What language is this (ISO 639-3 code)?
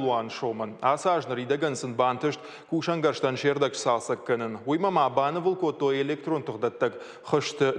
oss